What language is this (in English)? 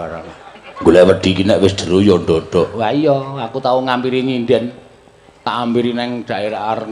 Javanese